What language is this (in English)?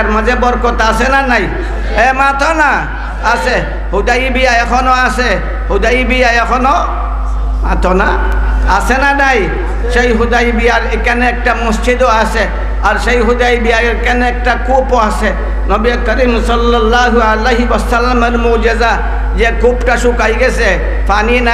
Sylheti